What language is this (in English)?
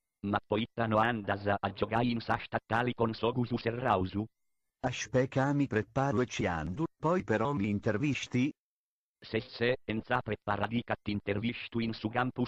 Sardinian